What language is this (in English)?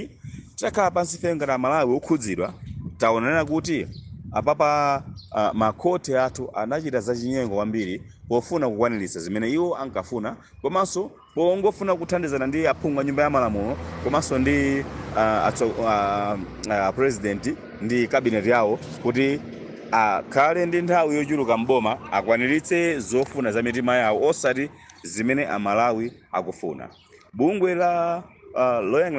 Nyanja